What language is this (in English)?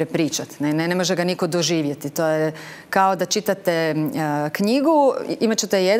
Croatian